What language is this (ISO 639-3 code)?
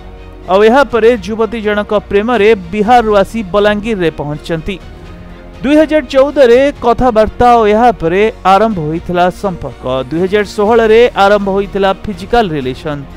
ori